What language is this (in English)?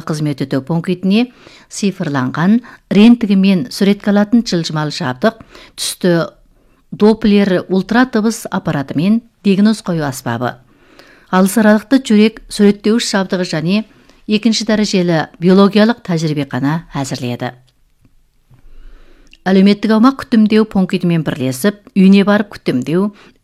Kazakh